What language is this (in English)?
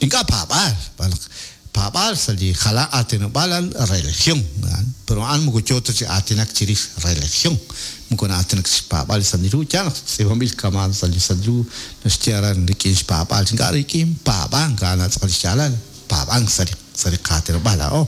Kekchí